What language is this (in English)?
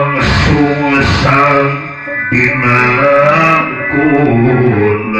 Sundanese